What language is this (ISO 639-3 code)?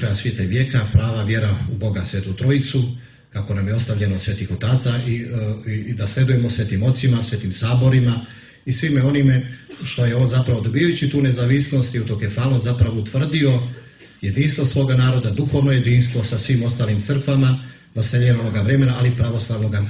srp